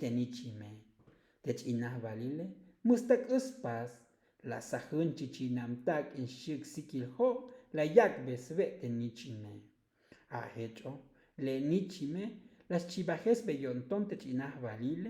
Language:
Tzotzil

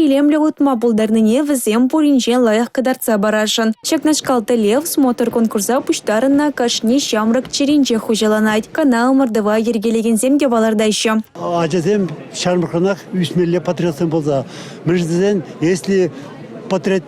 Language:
Chuvash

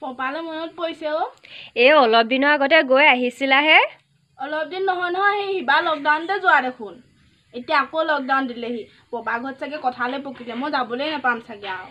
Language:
Assamese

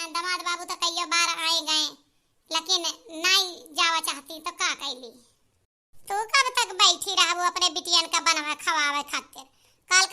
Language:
Awadhi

